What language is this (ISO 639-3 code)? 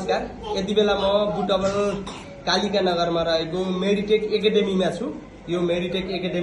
nep